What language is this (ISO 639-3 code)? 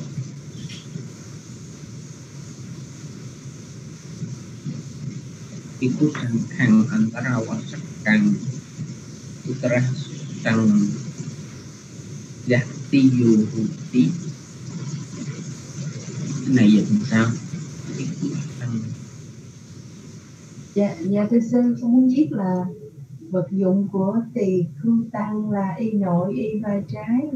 vie